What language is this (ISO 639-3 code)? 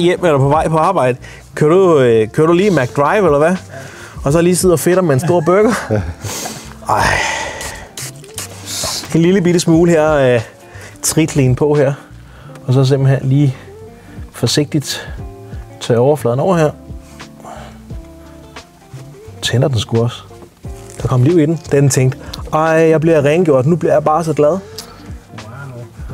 dan